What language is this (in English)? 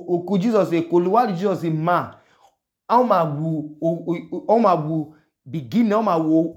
Idoma